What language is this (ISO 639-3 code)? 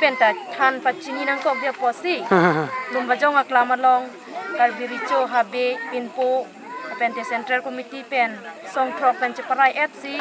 mjw